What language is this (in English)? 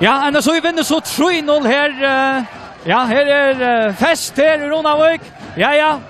Faroese